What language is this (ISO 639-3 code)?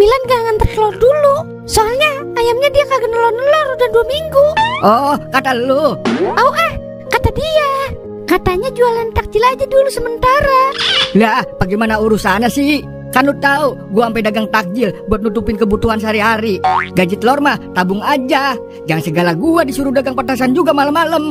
bew